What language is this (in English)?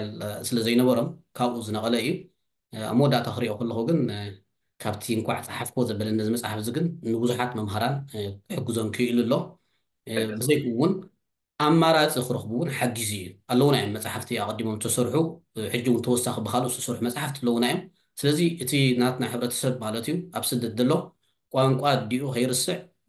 Tigrinya